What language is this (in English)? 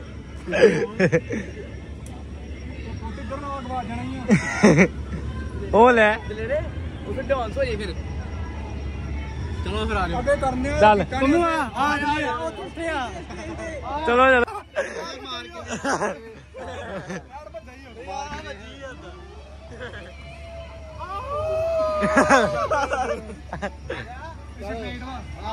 Punjabi